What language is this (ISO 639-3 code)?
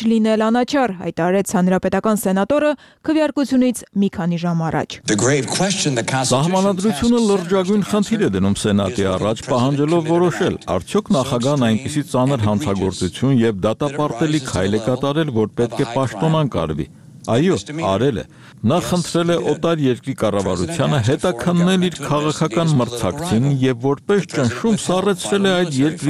hye